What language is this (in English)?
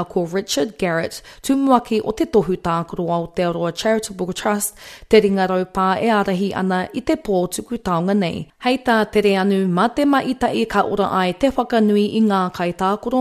Māori